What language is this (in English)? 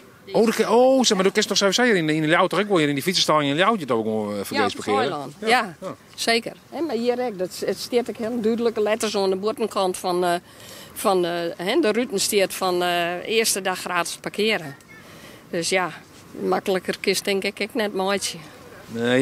Western Frisian